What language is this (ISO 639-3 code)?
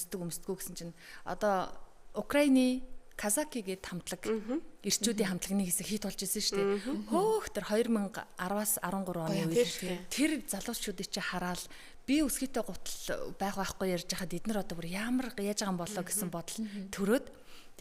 mon